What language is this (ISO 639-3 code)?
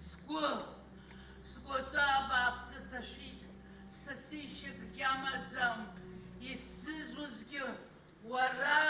abk